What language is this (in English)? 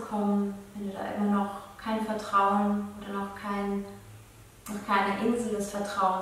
Swiss German